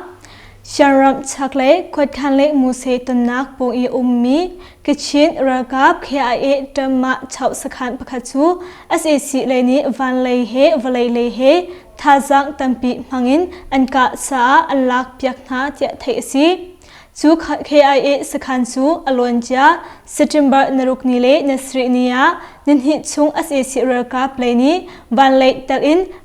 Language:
Hakha Chin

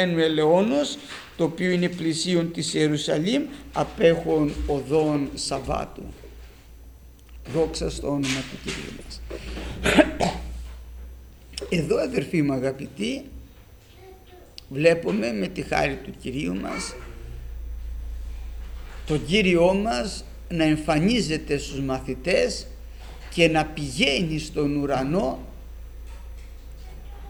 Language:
Greek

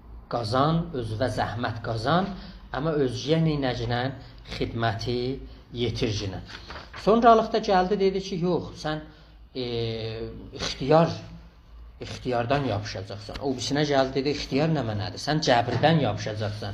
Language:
South Azerbaijani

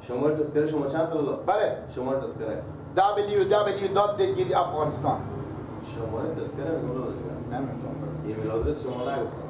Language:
Persian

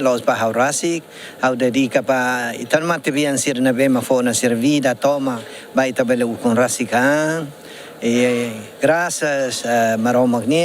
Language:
Tetum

